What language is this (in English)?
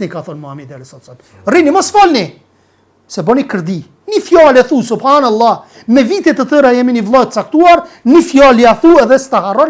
Albanian